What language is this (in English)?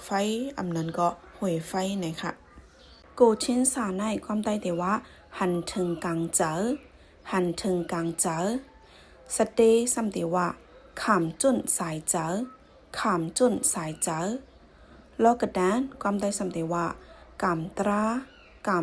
Shan